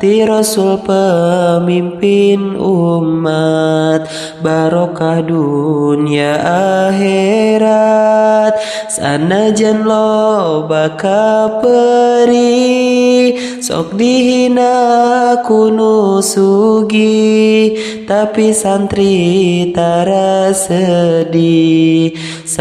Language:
Sundanese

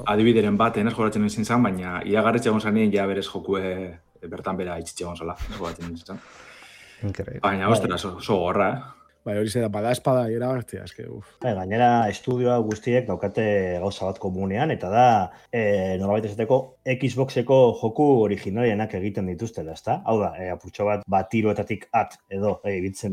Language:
Basque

